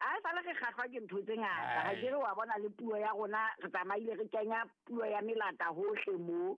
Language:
Southern Sotho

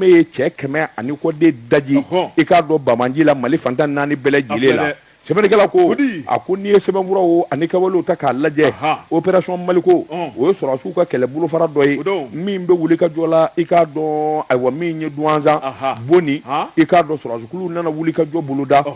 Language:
Bambara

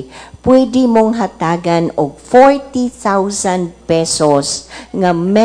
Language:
Cebuano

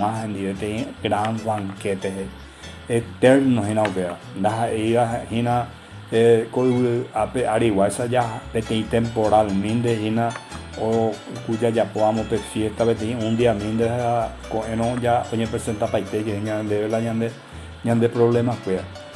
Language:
Guarani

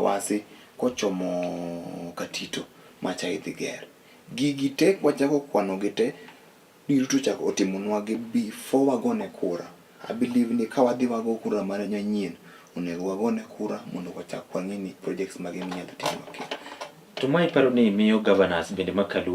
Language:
Luo (Kenya and Tanzania)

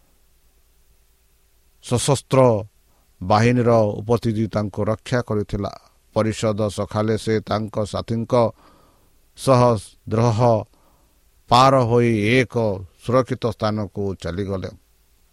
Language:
Odia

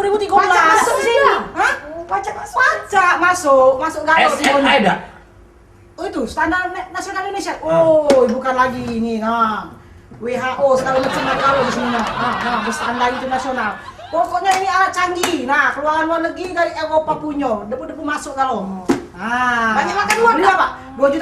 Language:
Musi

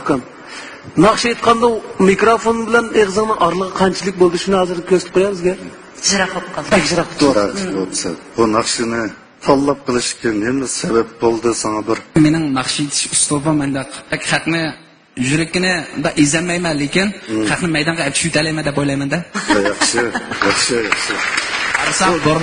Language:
Uyghur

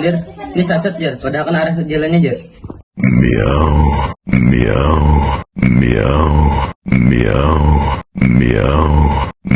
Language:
Banjar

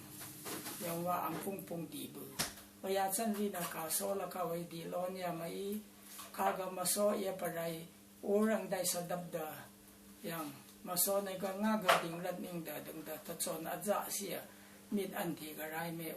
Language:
Rawang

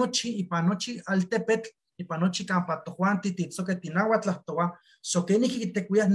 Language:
Eastern Huasteca Nahuatl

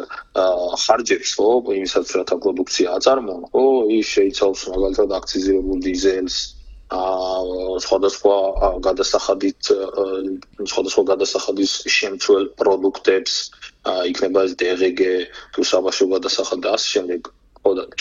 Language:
Georgian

